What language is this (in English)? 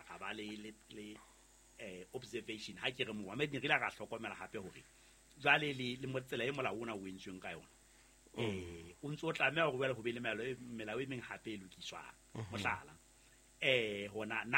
Southern Sotho